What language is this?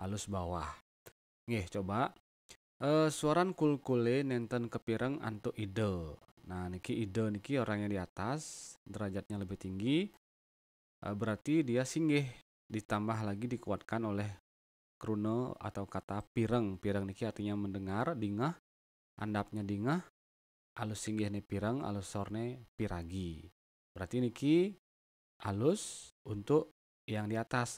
Balinese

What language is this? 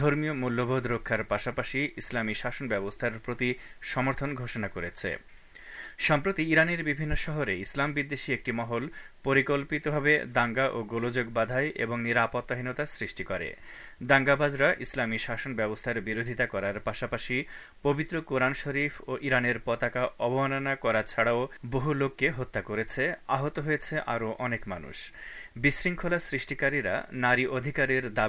Bangla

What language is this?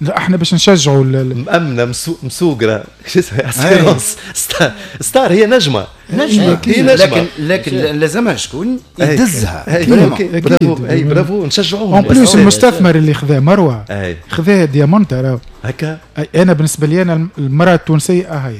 Tunisian Arabic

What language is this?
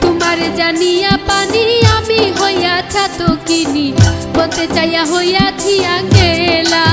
Sylheti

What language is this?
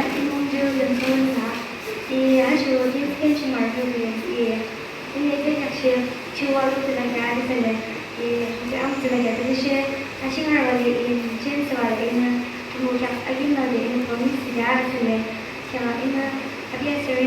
Yimchungru Naga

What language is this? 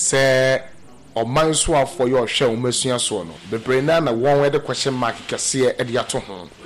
Akan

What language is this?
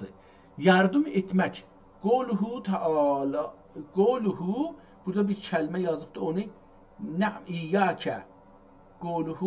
South Azerbaijani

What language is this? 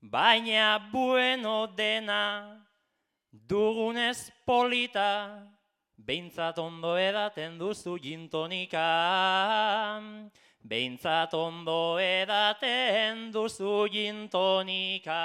Basque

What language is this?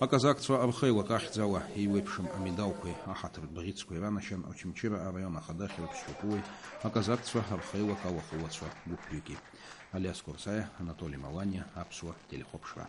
Abkhazian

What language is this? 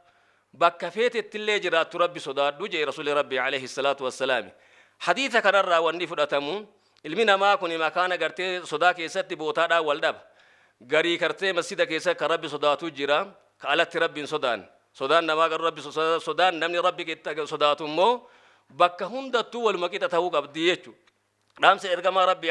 Oromo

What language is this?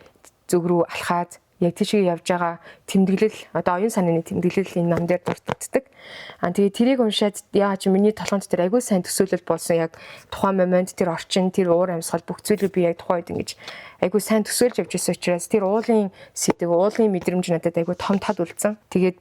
Mongolian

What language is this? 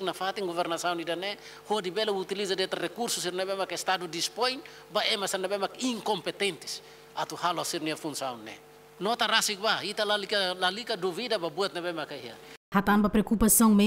Tetum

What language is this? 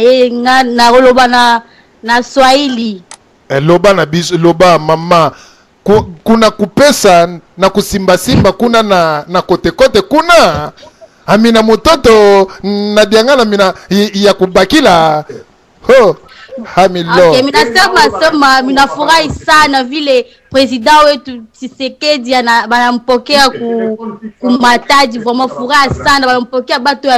Lingala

